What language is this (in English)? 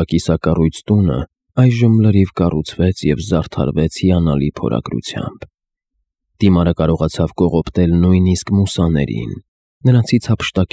Armenian